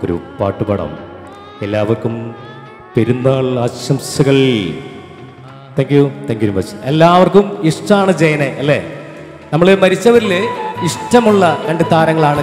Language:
Malayalam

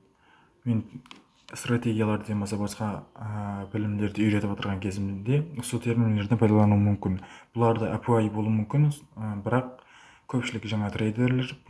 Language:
Kara-Kalpak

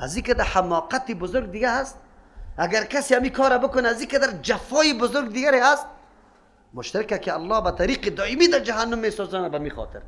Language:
Persian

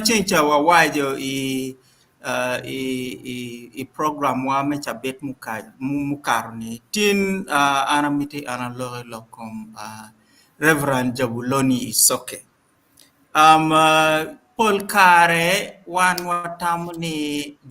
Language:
Acoli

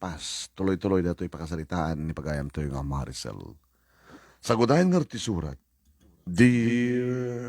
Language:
Iloko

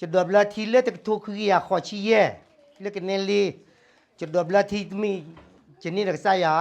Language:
S'gaw Karen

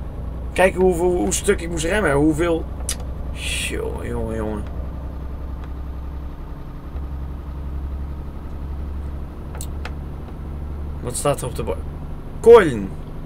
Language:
Dutch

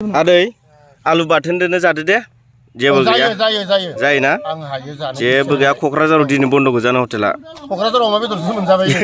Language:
Bodo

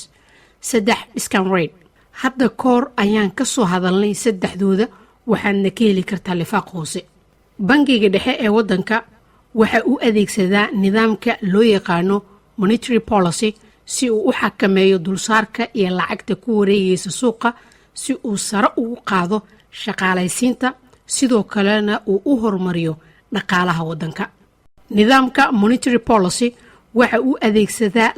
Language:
Somali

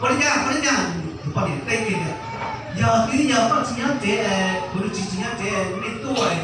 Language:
Hmong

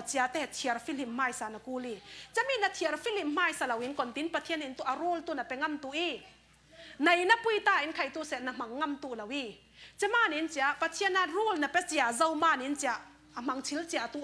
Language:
Falam Chin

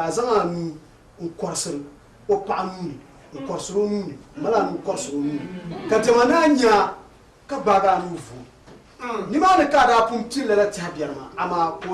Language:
Dagbani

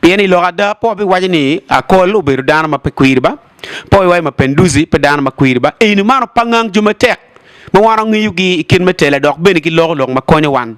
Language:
Acoli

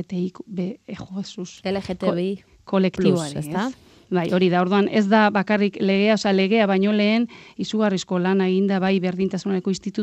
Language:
Basque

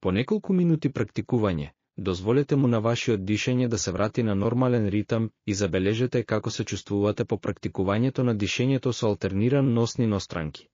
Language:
Macedonian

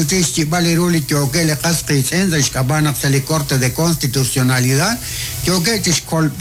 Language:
Kekchí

